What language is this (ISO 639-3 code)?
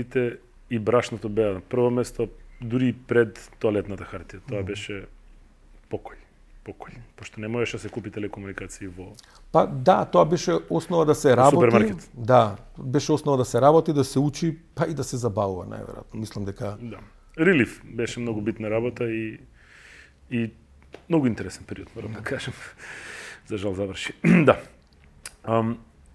mkd